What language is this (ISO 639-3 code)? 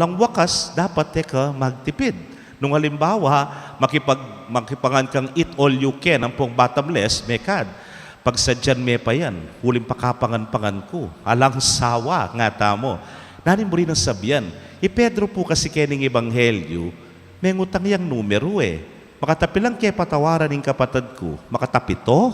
pam